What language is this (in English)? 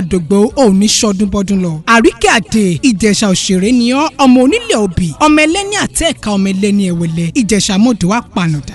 Yoruba